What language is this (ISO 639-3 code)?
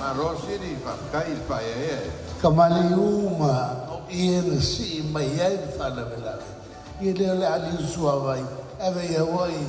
smo